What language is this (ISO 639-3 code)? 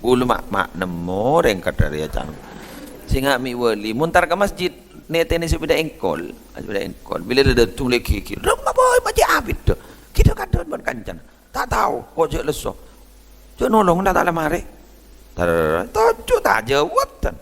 mad